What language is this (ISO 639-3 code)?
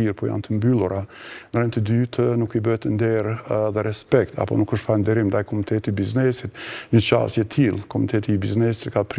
sqi